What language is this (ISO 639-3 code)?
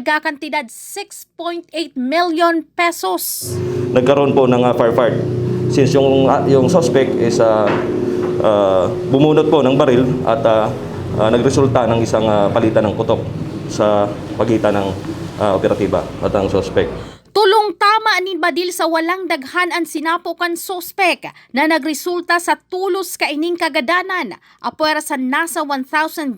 bik